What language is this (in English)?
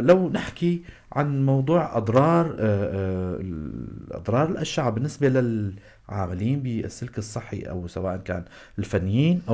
North Levantine Arabic